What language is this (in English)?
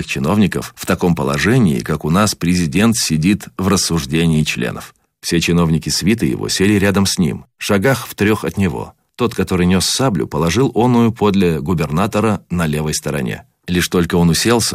Russian